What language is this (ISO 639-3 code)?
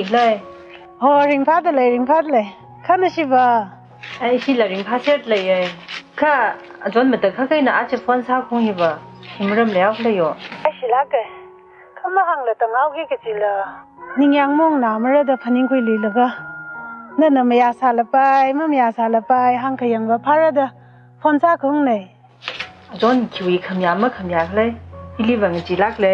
nmf